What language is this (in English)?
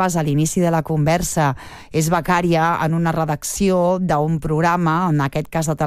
Catalan